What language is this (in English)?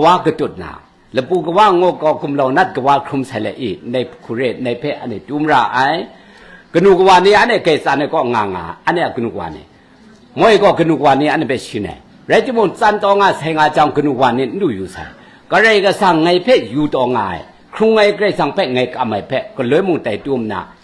Kachin